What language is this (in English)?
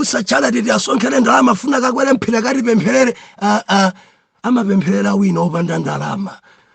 Nyanja